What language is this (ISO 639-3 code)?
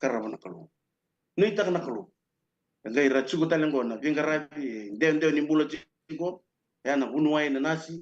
fij